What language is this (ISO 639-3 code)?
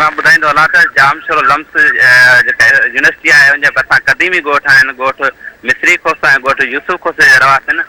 snd